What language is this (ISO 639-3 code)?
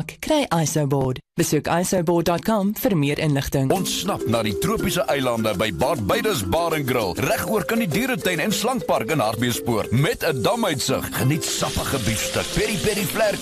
afr